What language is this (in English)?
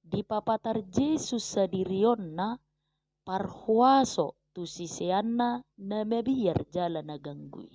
Batak Toba